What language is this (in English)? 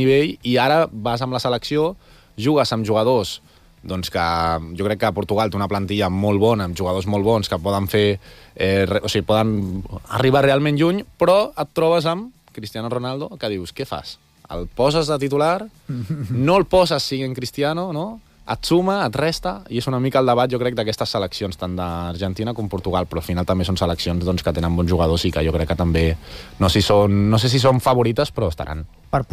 Catalan